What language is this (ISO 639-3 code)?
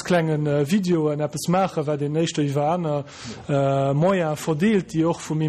ltz